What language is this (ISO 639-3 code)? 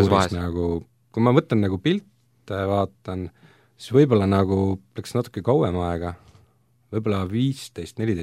est